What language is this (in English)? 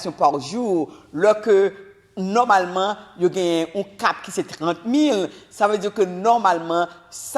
Haitian Creole